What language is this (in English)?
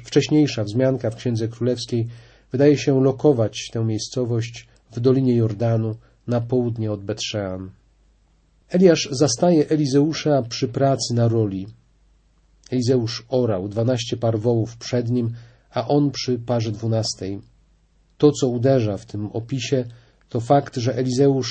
Polish